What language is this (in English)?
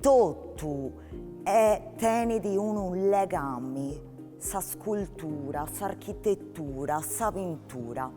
Sardinian